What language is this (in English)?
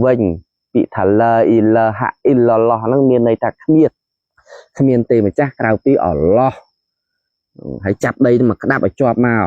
Khmer